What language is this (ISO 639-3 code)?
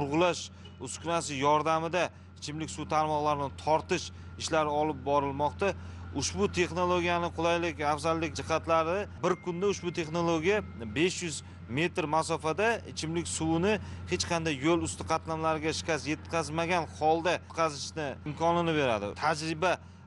uzb